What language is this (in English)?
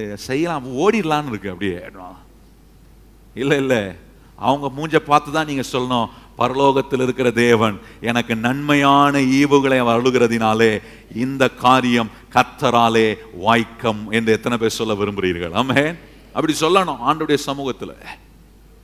Tamil